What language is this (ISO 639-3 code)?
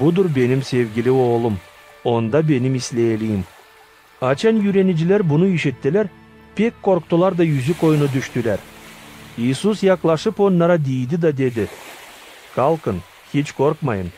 gag